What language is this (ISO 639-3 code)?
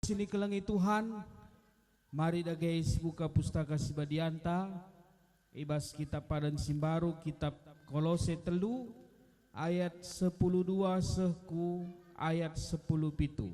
btx